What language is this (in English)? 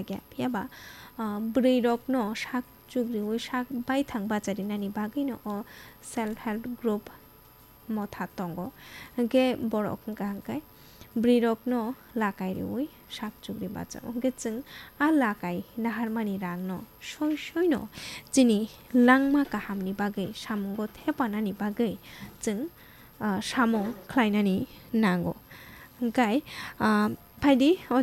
Kok Borok